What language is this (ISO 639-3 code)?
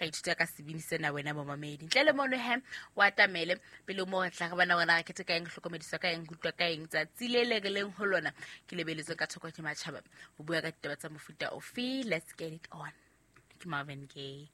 sot